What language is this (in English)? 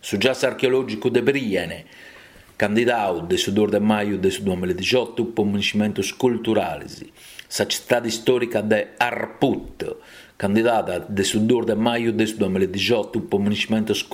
Sardinian